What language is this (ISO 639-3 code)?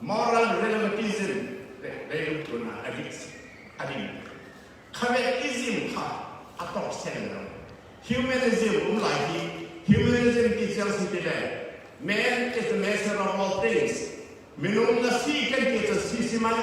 cfm